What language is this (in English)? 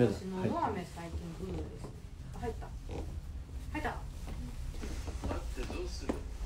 Japanese